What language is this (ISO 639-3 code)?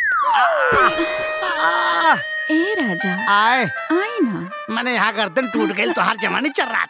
bho